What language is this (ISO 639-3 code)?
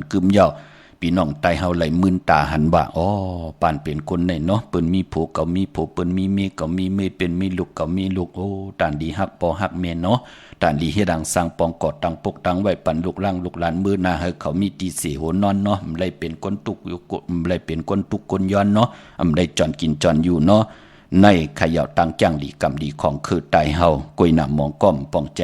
shn